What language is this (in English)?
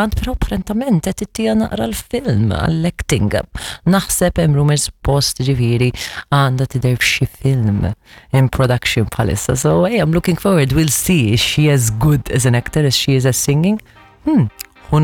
Maltese